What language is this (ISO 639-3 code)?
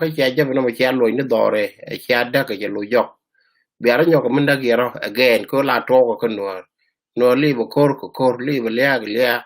nus